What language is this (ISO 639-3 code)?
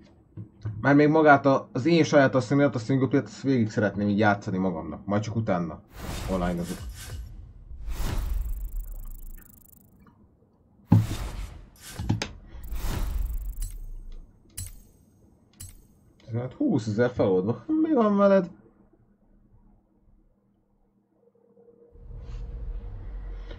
hun